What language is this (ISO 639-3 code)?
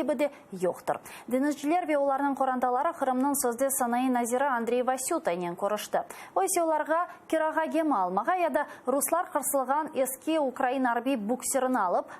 crh